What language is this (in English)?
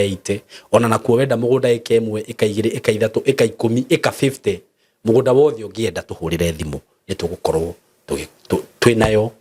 Kikuyu